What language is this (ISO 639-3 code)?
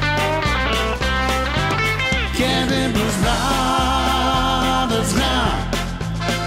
pol